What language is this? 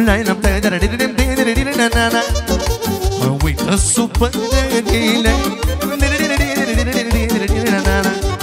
Romanian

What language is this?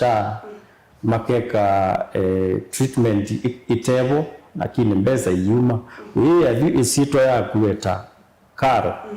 Kamba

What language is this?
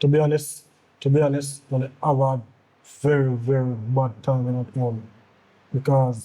Jamaican Creole English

